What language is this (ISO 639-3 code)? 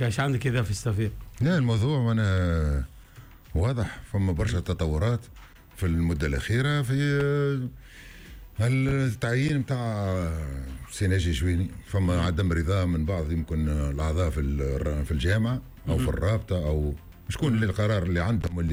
aeb